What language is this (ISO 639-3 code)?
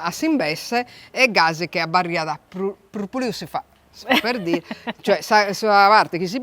srd